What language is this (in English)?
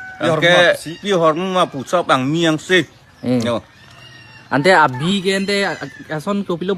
Karbi